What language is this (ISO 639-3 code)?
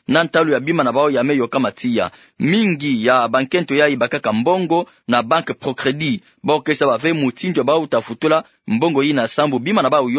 ktu